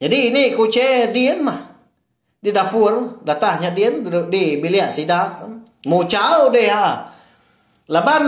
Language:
Iban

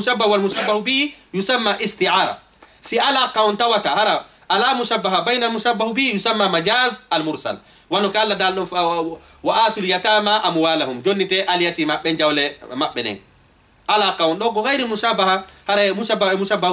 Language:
Fula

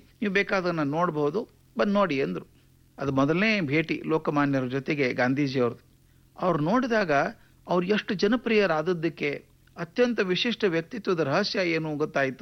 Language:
Kannada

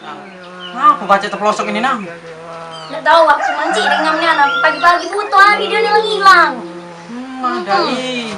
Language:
Musi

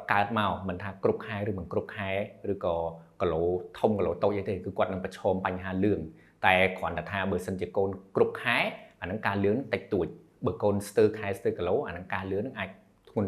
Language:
Khmer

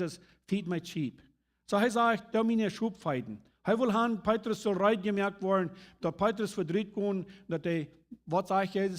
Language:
Plautdietsch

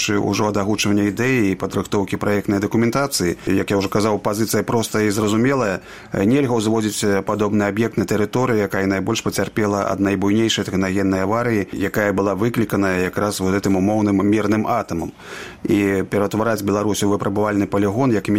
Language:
Belarusian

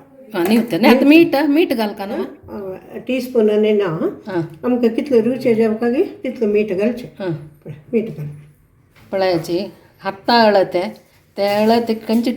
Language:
Konkani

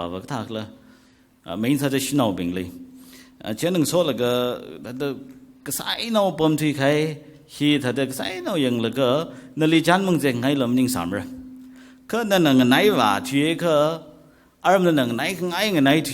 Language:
Tangkhul Naga (India)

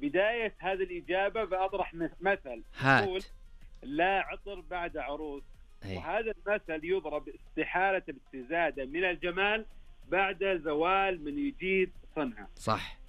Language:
Najdi Arabic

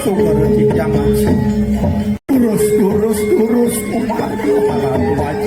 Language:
Balinese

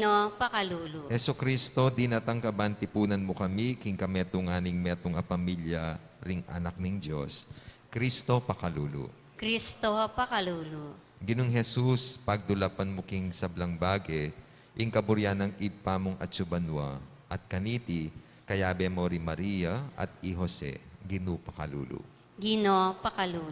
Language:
Pampanga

